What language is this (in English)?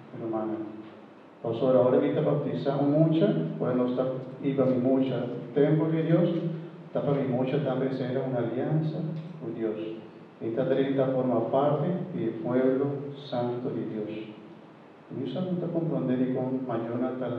Papiamento